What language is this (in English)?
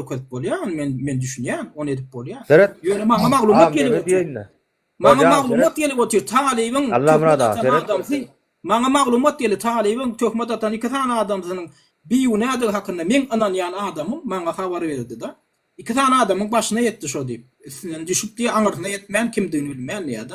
Turkmen